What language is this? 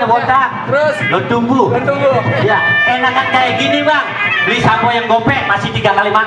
Betawi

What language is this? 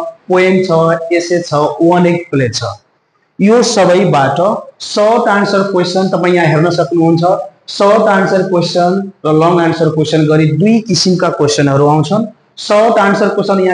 Nepali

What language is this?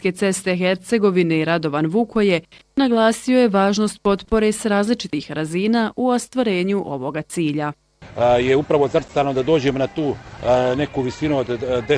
Bosnian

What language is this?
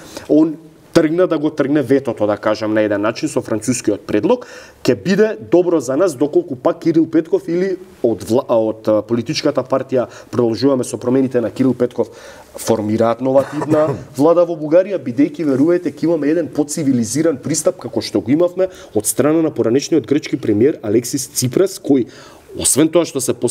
Macedonian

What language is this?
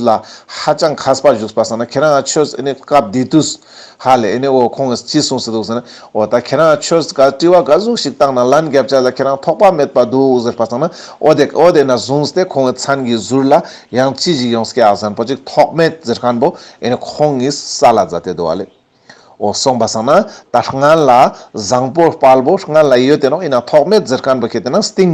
Ladakhi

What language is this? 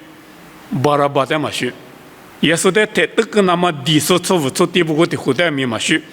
Lisu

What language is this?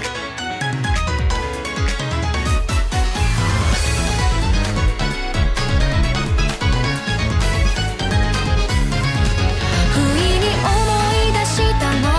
Japanese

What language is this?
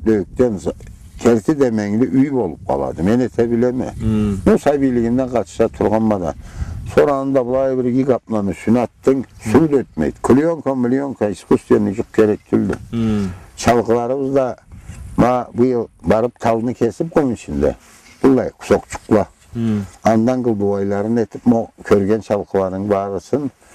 Karachay-Balkar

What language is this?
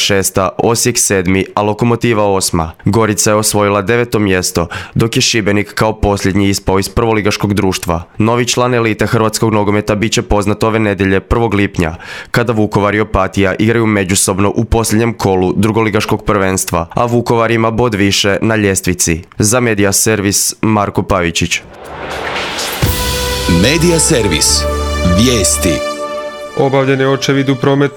Croatian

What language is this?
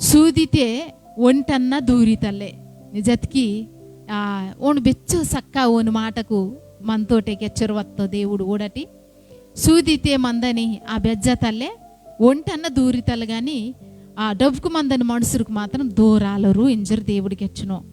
Koya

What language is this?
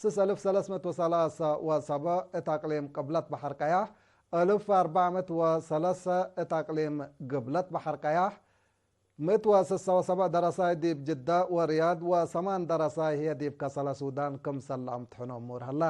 Tigre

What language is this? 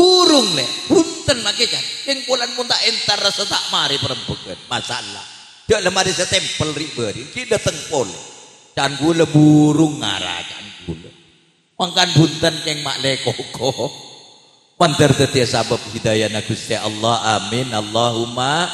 Madurese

